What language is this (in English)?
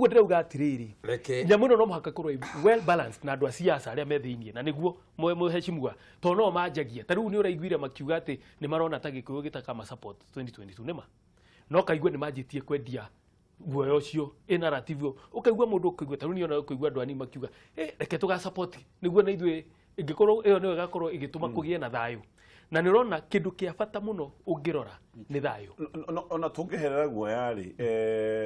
Kikuyu